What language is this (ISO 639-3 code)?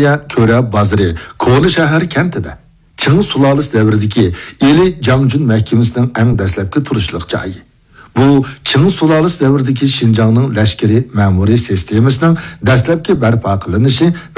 uig